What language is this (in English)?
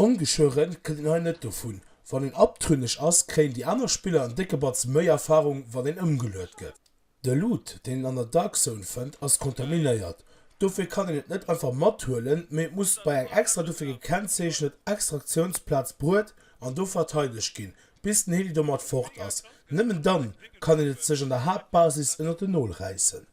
Luxembourgish